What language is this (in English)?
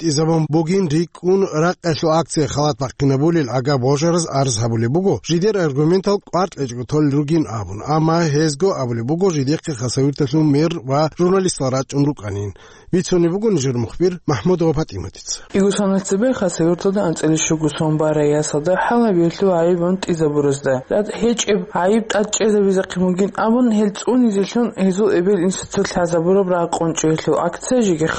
Avaric